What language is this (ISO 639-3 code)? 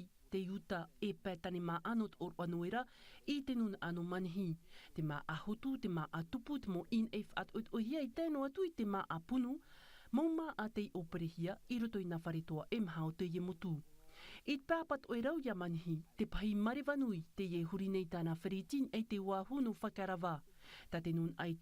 tah